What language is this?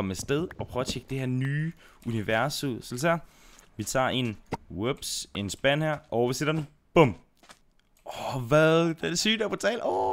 Danish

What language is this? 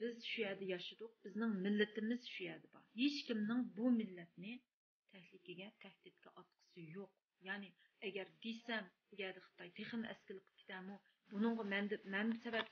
Uyghur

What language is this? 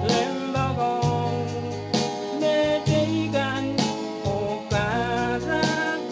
Pohnpeian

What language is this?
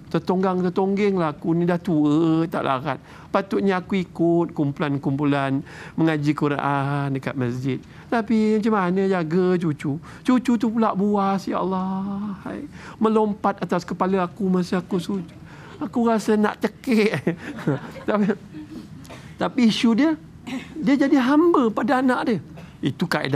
Malay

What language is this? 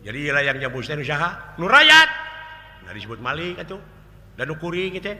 Sundanese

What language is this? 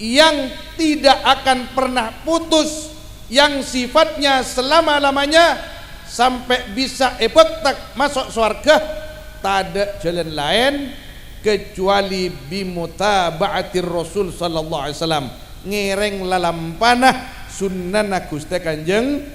Madurese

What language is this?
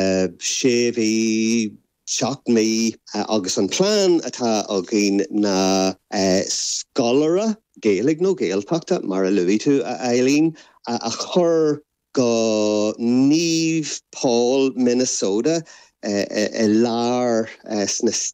Irish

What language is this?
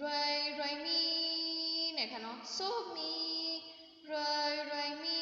Shan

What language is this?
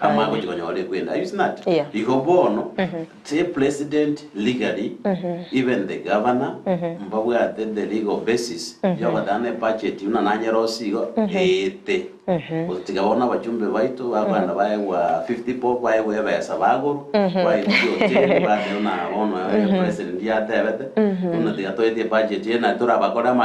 Gusii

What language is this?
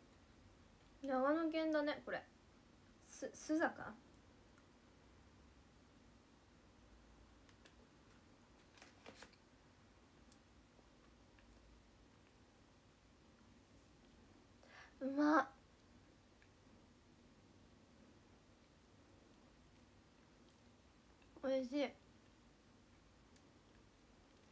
Japanese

